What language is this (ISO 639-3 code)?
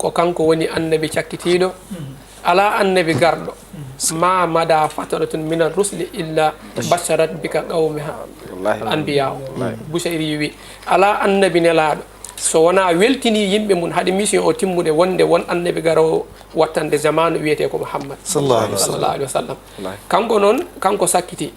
ful